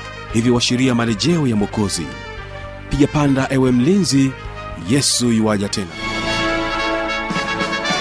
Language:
Swahili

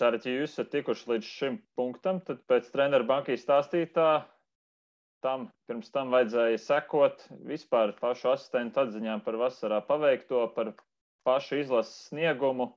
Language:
Latvian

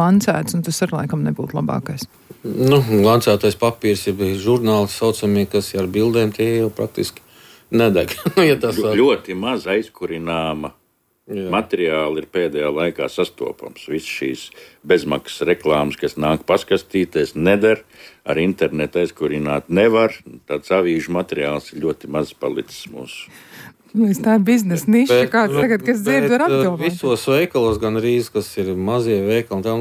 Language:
Latvian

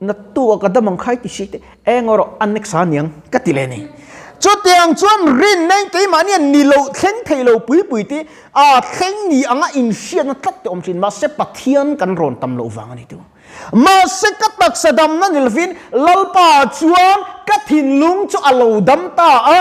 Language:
Mizo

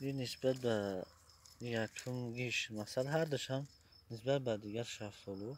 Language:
Tajik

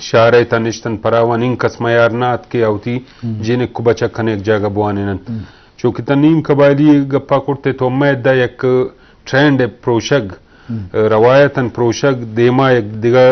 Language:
Eastern Balochi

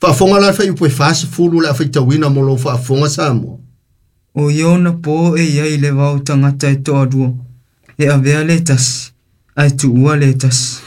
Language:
Samoan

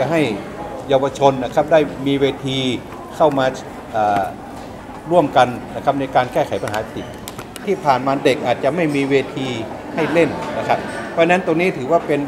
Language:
Thai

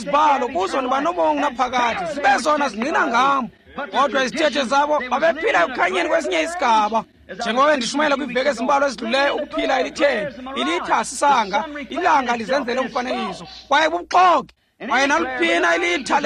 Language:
Xhosa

